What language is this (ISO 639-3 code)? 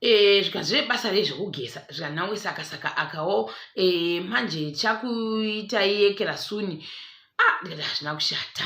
sna